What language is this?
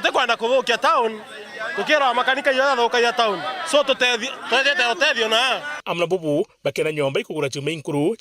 Meru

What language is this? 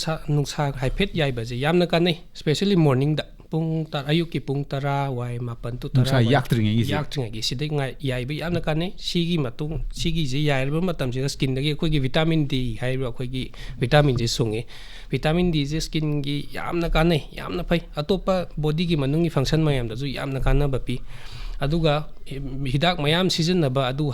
Manipuri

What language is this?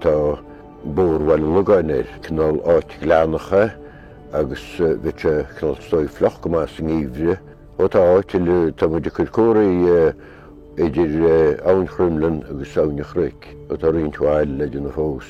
Irish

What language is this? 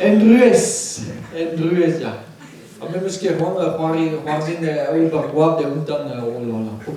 Breton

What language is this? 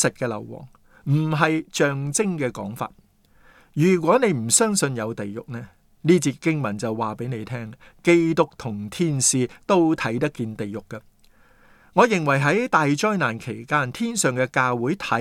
Cantonese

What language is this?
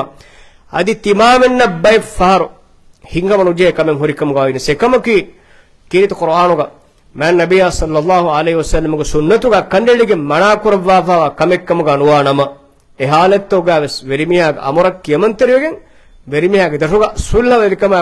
Divehi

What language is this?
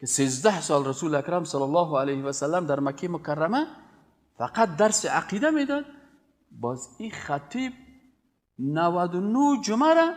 Persian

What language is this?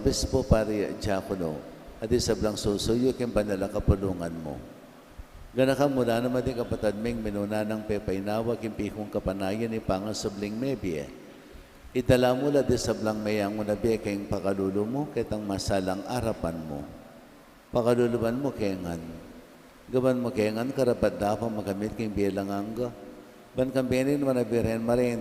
Pampanga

